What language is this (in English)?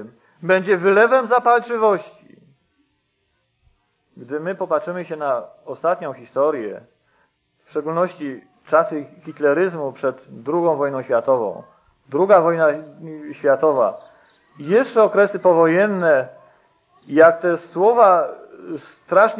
Polish